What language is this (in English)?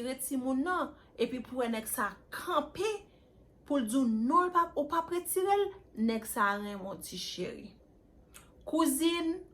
Haitian Creole